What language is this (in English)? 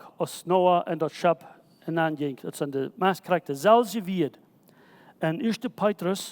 Plautdietsch